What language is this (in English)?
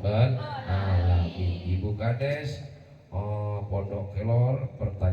Madurese